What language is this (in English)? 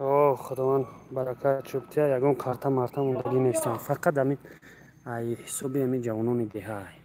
Tajik